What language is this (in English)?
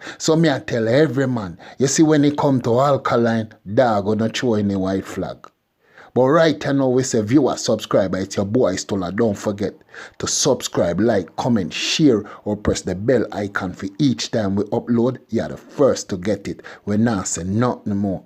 Jamaican Creole English